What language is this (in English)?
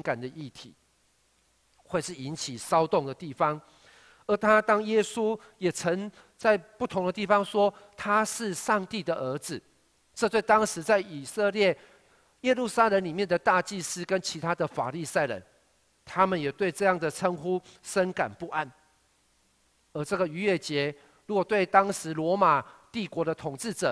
Chinese